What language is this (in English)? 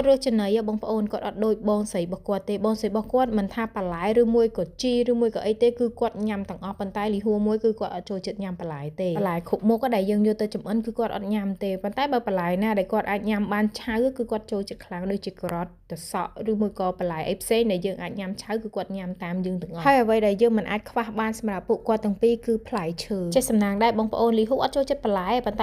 Khmer